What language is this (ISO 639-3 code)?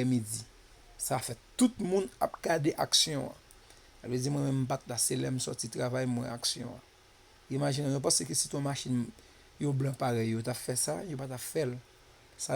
hat